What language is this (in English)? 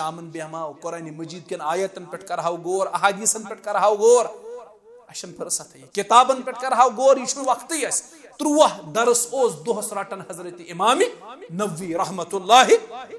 Kashmiri